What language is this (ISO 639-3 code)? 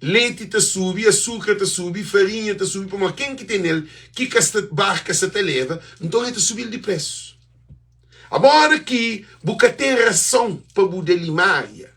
kea